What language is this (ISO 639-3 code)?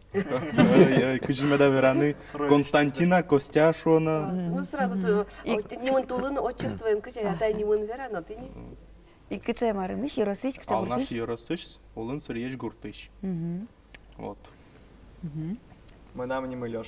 udm